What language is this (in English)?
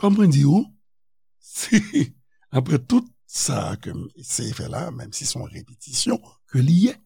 Haitian Creole